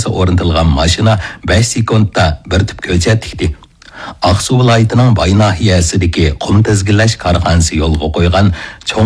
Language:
Uyghur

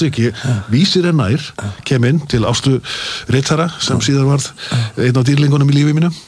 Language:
Icelandic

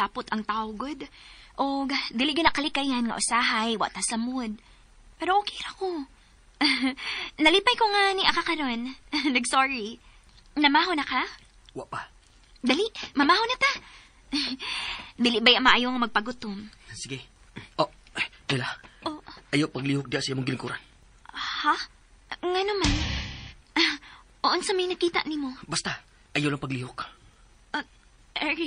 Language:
Cebuano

